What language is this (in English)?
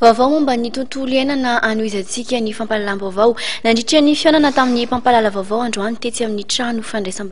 Malagasy